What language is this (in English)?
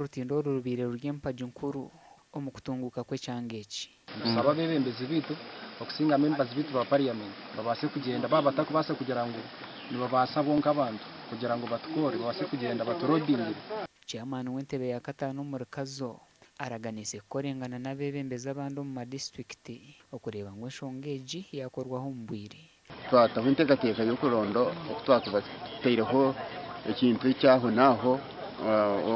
Nyankole